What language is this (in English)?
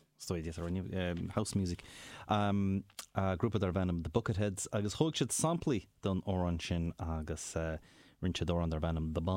Irish